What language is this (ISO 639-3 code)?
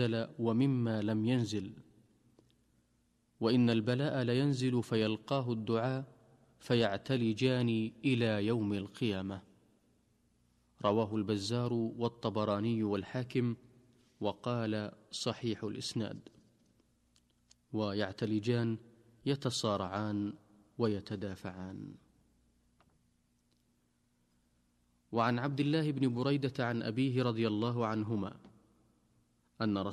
ara